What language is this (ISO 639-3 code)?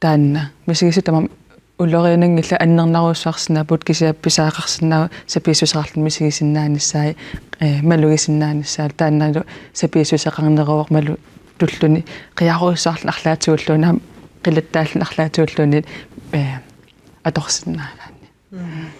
kal